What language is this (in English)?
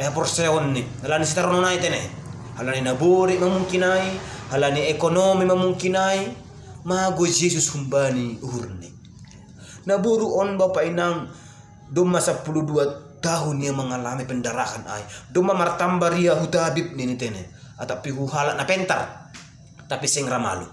Batak Simalungun